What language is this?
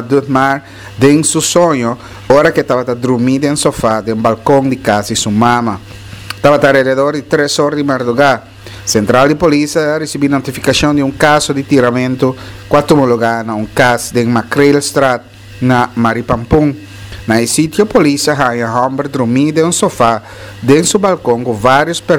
Papiamento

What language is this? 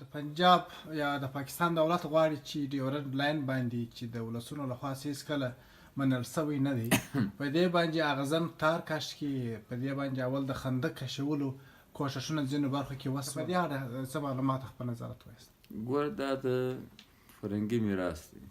Pashto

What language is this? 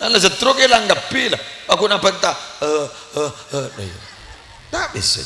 Madurese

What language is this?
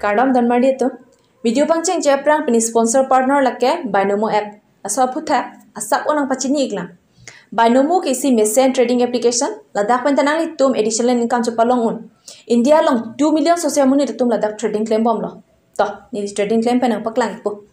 Karbi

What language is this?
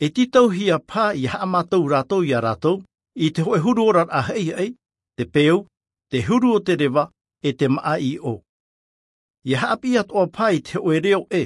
Tahitian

